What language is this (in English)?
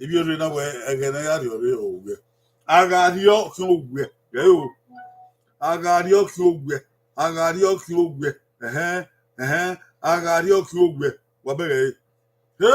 Bini